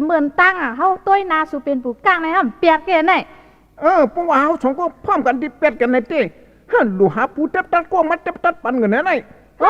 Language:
Shan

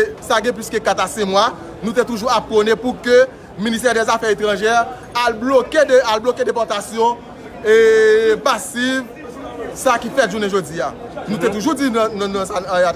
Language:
Haitian Creole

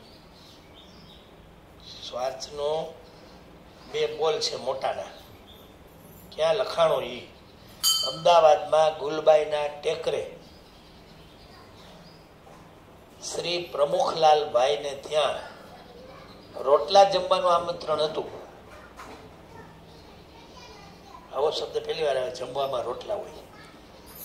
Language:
Gujarati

